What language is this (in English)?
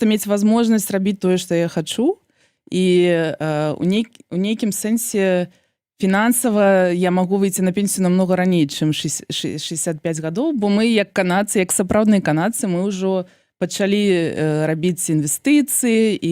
Belarusian